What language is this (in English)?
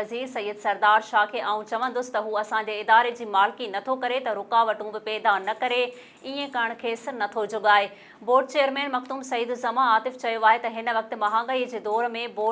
Sindhi